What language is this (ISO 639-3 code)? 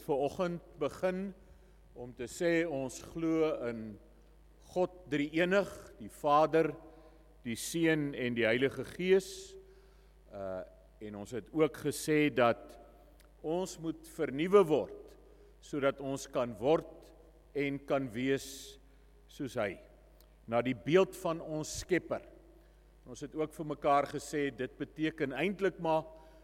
afr